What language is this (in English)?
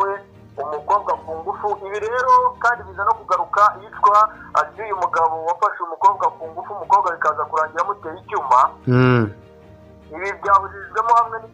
Kinyarwanda